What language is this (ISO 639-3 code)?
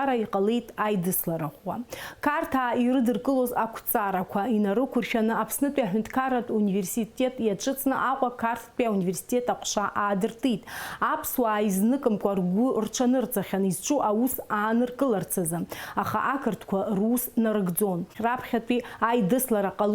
abk